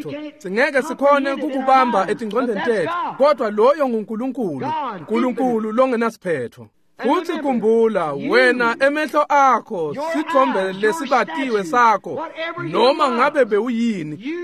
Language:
Swati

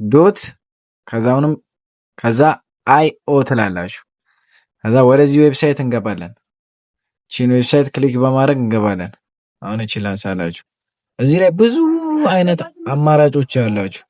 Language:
Amharic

